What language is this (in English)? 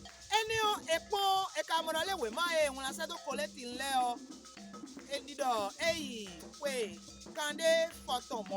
Fon